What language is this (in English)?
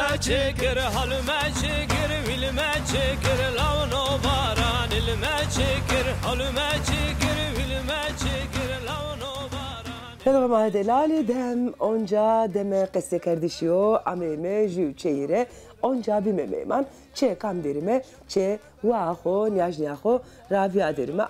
Zaza